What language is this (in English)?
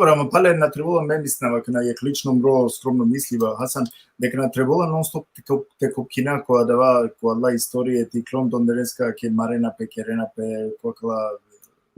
Balkan Romani